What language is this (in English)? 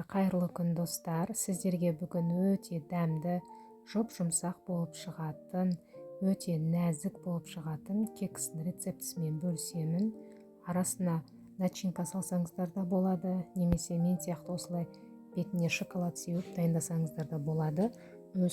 Kazakh